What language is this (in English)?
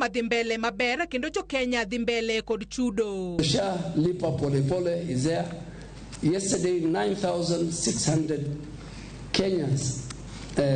Luo (Kenya and Tanzania)